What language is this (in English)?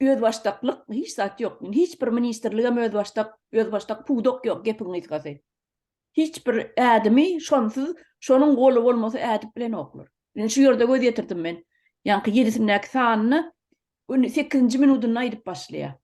Turkmen